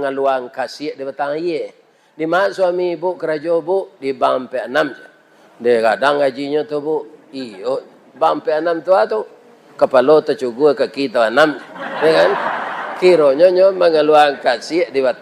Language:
Minangkabau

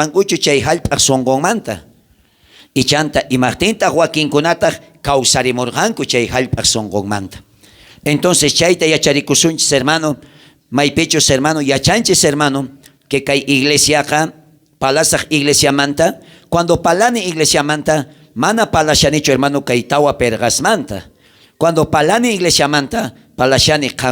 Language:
South Bolivian Quechua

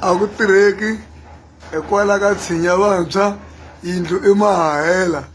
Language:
Tsonga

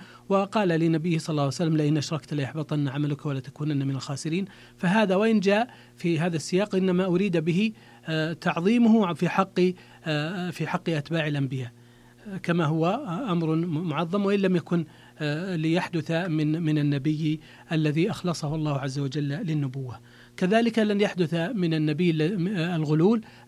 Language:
Arabic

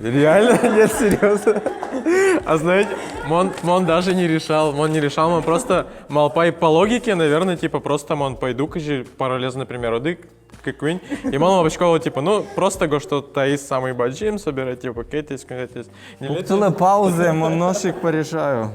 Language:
Udmurt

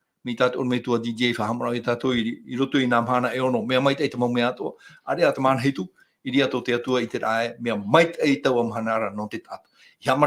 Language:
Tahitian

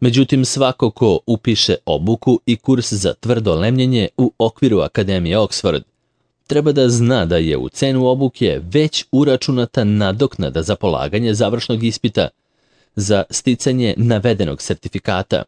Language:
Serbian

